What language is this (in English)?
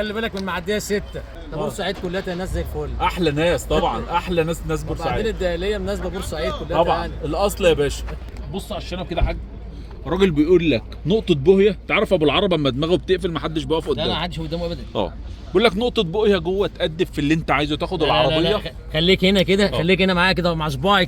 Egyptian Arabic